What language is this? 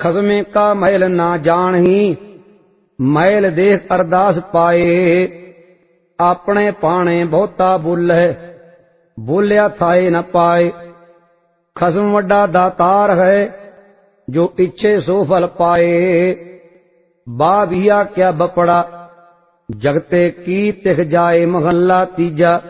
Punjabi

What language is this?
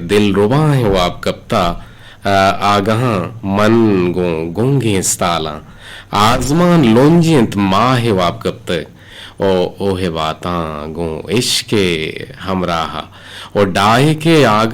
Eastern Balochi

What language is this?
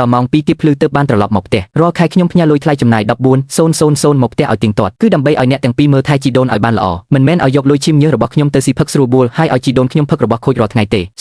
Khmer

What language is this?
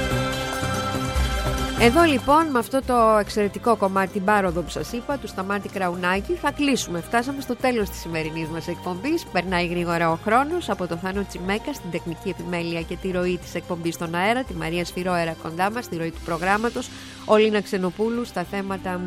Greek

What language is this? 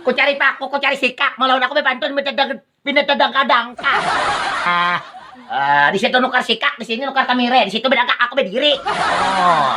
Banjar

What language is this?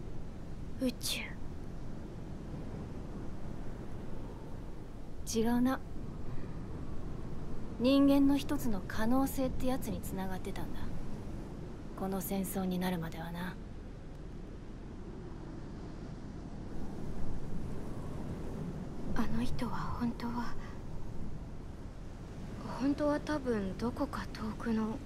Japanese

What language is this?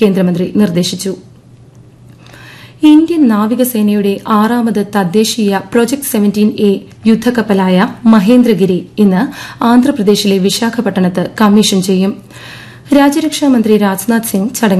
Malayalam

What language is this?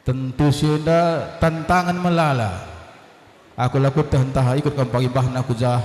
Batak Karo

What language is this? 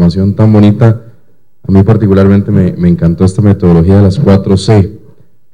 Spanish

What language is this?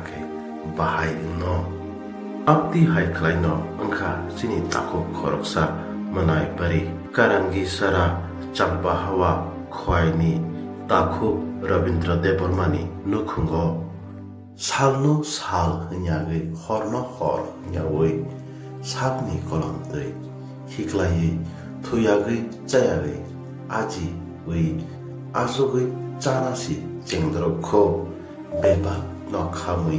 Kok Borok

